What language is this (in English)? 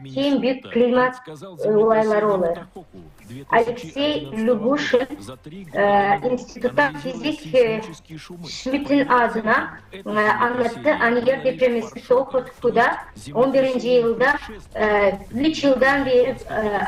Gagauz